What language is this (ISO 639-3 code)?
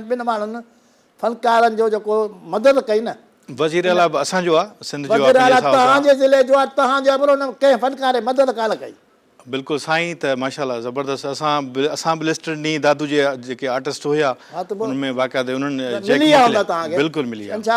snd